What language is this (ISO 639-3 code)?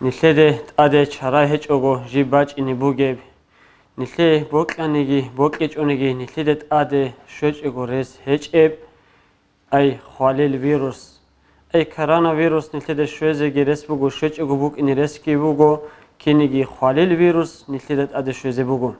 ava